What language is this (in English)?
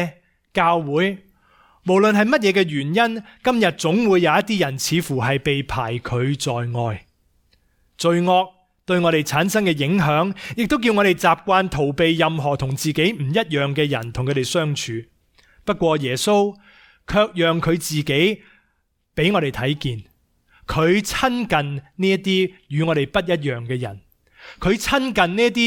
Cantonese